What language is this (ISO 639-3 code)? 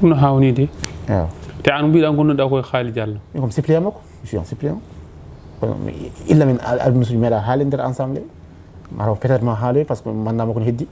ful